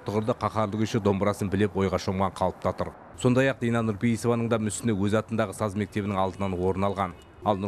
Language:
Kazakh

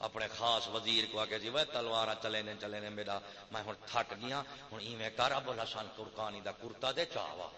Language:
Saraiki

